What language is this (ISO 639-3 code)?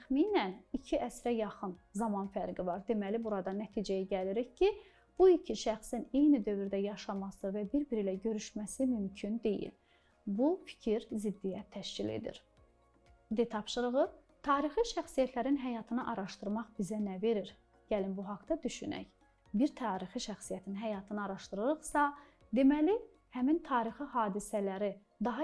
aze